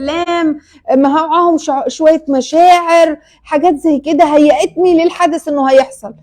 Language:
Egyptian Arabic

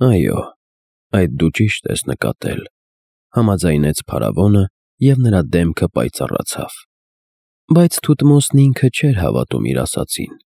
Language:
Armenian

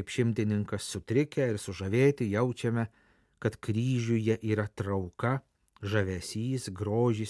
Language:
Lithuanian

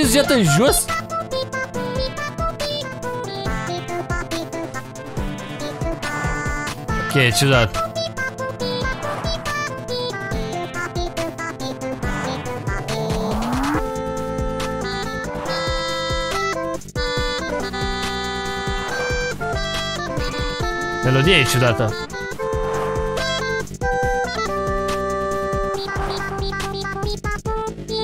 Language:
Romanian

